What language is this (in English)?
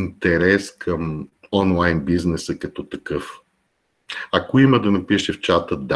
Bulgarian